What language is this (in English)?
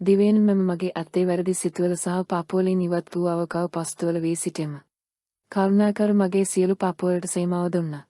Sinhala